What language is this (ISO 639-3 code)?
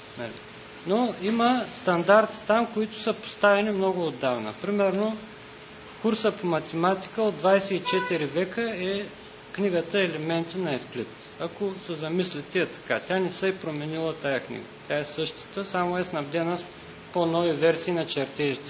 bul